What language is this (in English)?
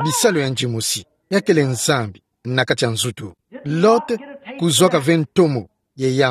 Kituba (Democratic Republic of Congo)